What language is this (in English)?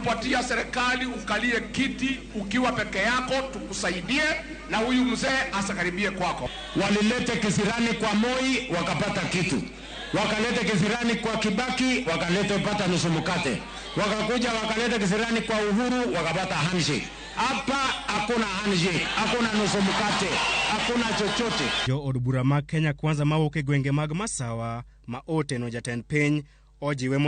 Luo (Kenya and Tanzania)